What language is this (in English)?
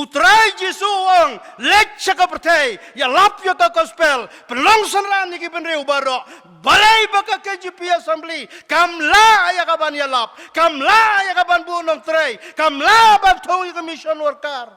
Khasi